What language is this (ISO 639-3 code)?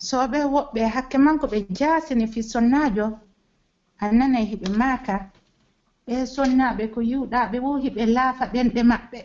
fuf